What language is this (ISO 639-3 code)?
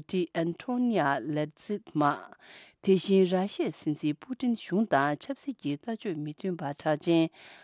bod